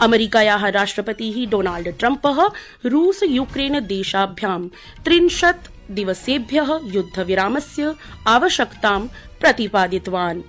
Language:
Sanskrit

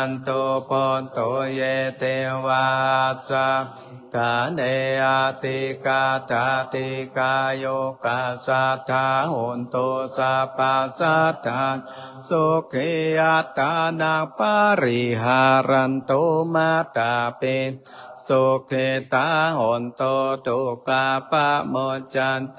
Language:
Pali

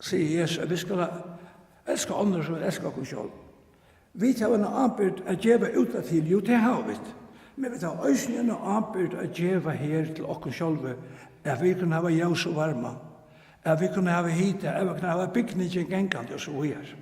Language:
Faroese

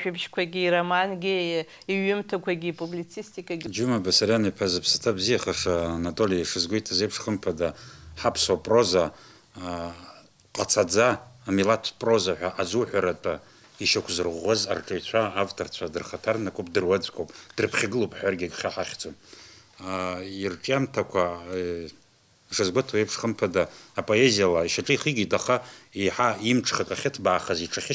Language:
Abkhazian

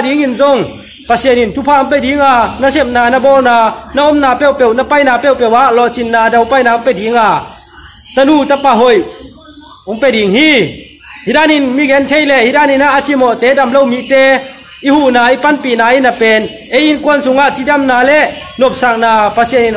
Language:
Tedim Chin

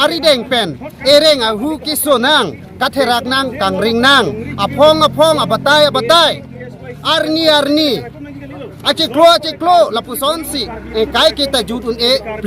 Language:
Karbi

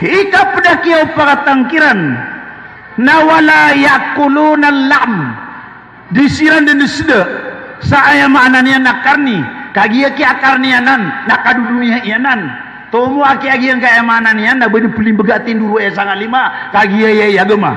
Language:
Maranao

